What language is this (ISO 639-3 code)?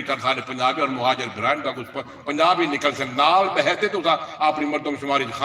skr